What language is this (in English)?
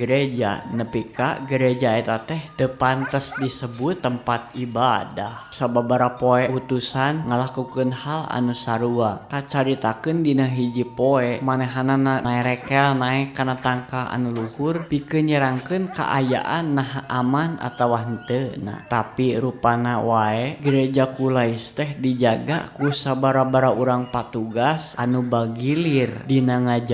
Sundanese